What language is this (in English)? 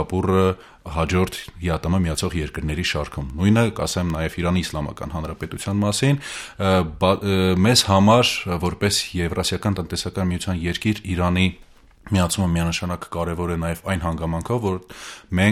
Armenian